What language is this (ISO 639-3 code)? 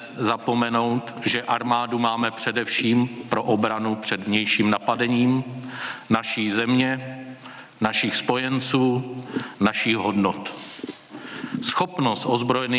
ces